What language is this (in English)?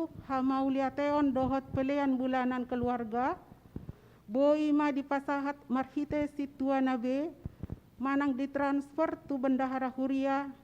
Batak Toba